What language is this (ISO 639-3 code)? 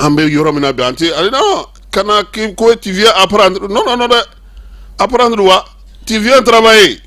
bam